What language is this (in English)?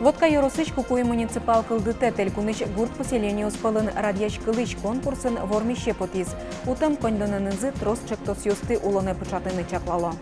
Udmurt